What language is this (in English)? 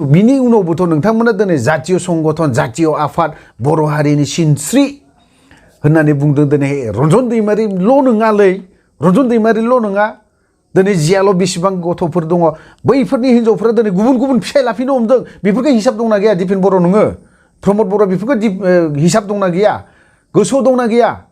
Bodo